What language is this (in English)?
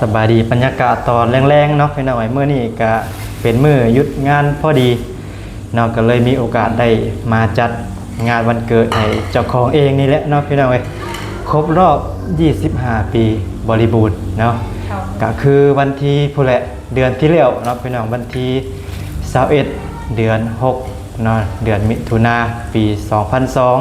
Lao